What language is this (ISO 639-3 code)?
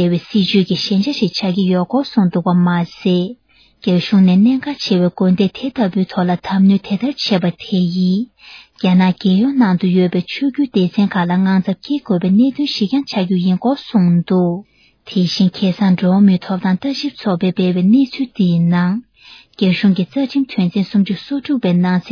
bod